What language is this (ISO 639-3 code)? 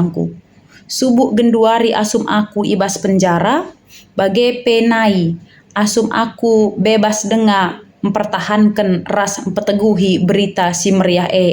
btx